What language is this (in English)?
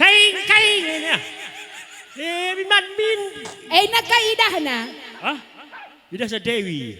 Batak Karo